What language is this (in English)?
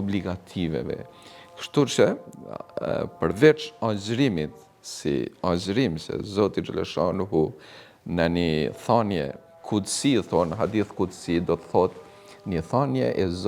Albanian